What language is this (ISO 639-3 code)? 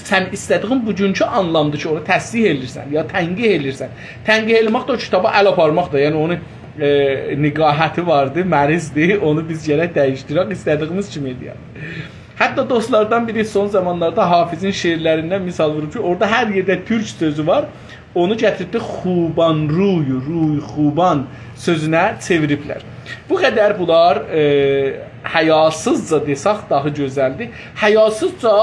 azb